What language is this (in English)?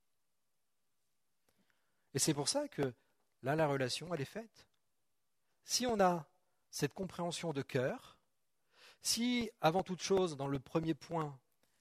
French